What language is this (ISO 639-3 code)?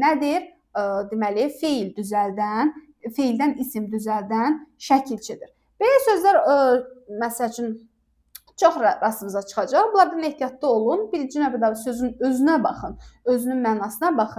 aze